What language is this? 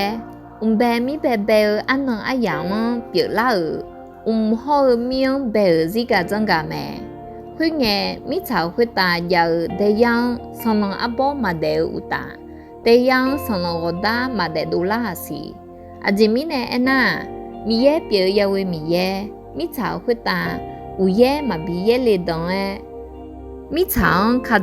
Akha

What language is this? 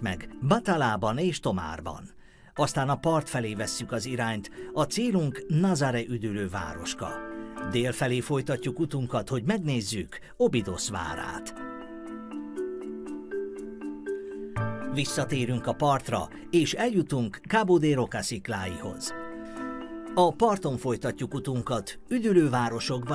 Hungarian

